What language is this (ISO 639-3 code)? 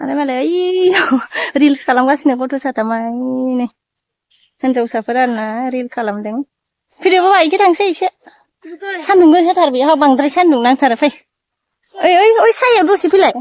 brx